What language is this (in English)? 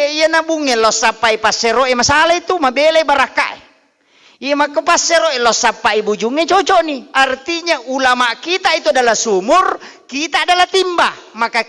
Buginese